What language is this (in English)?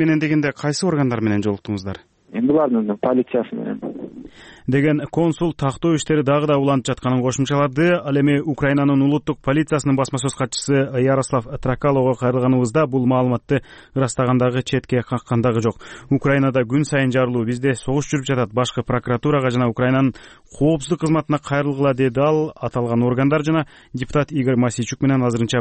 Kyrgyz